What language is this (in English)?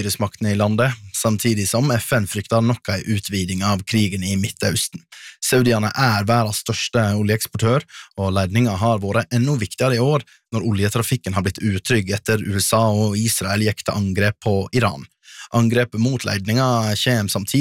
Norwegian